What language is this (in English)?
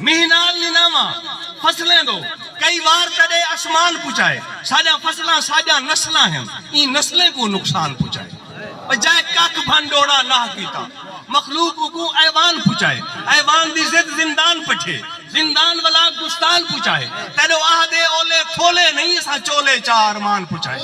Saraiki